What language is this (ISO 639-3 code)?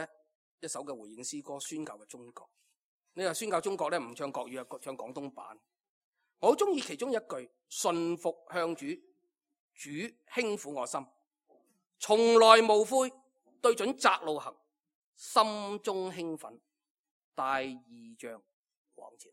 yue